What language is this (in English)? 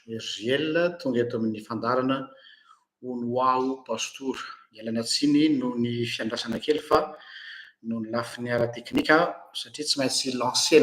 Malagasy